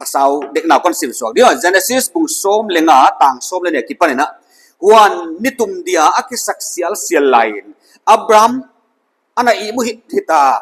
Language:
Paite Chin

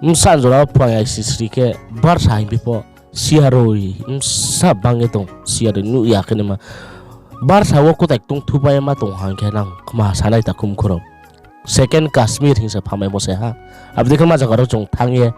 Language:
Riang (India)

